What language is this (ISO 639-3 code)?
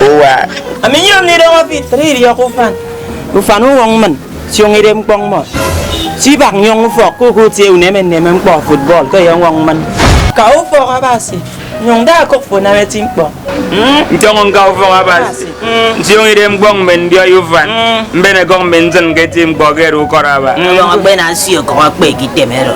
efi